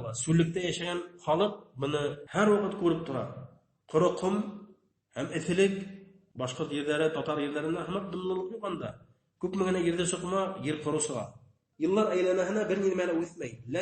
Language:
Bashkir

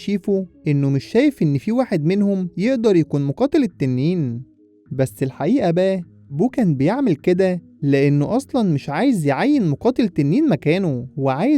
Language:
Egyptian Arabic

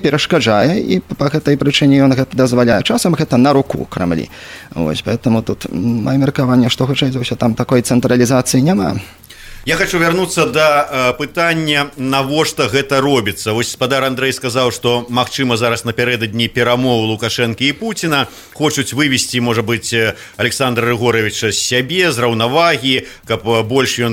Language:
Belarusian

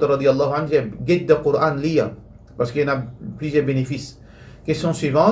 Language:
Morisyen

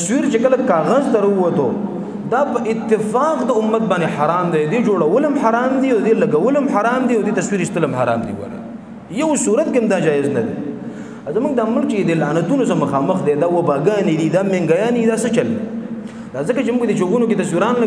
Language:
Pashto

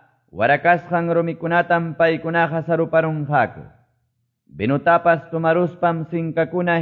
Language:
Quechua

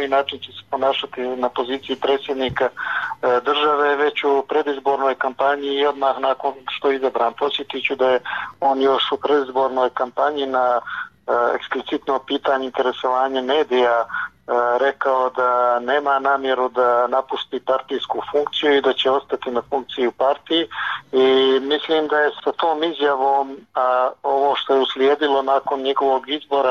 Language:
Bosnian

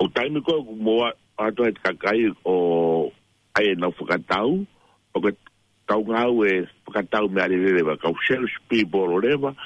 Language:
Tongan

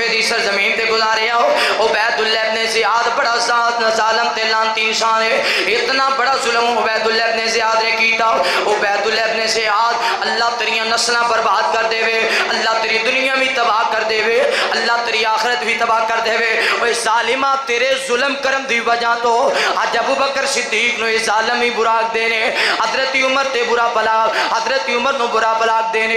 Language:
Western Panjabi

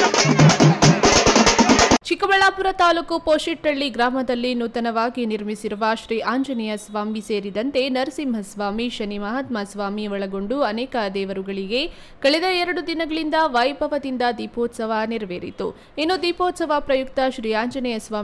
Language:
Kannada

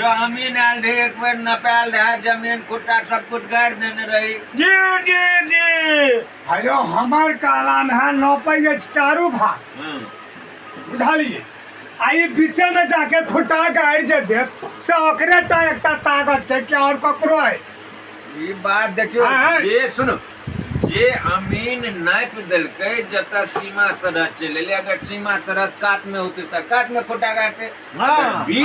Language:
Maithili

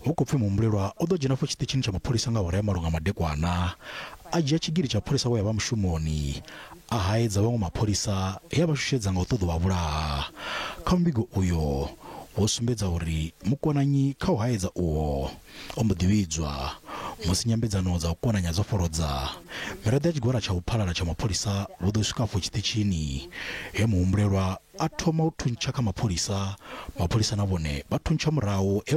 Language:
Venda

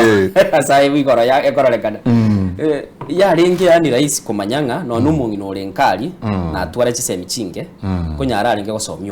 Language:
Gusii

